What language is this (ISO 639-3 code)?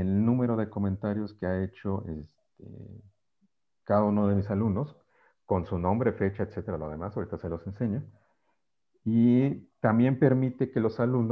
spa